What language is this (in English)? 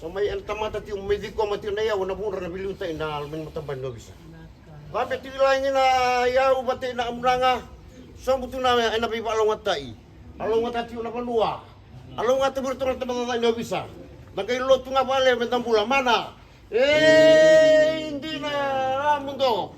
Fijian